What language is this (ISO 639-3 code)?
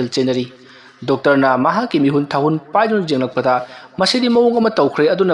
mni